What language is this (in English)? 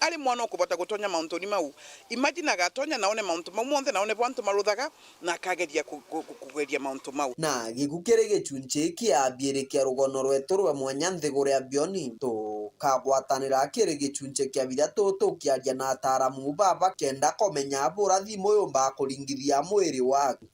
Meru